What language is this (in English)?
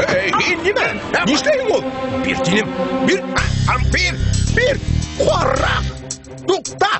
Bashkir